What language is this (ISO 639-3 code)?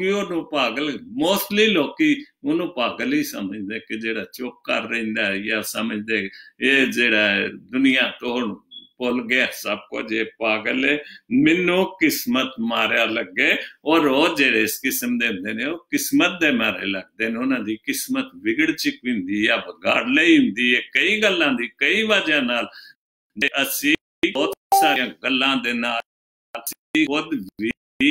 pan